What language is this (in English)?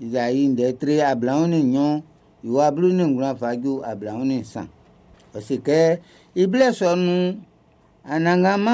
Baoulé